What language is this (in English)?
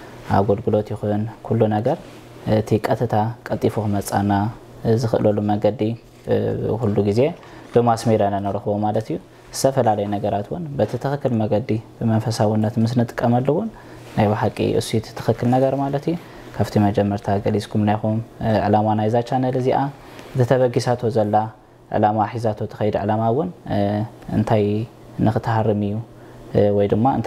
Tigrinya